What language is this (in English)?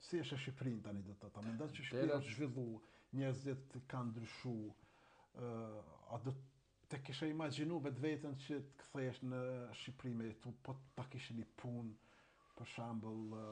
Albanian